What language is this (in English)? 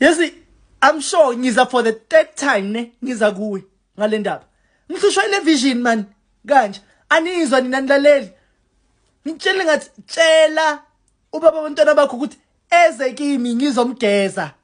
Zulu